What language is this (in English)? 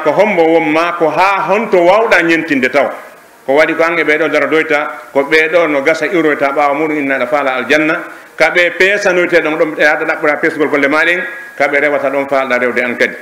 Pular